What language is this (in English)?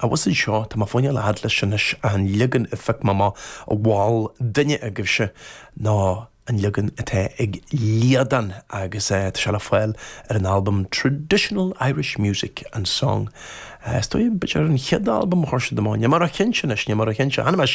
Irish